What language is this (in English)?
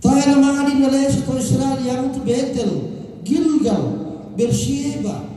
Toraja-Sa'dan